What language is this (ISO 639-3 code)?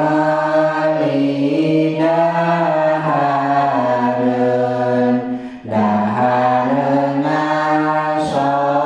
sun